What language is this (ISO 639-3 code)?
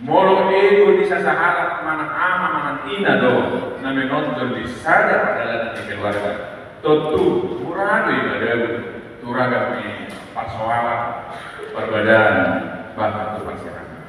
bbc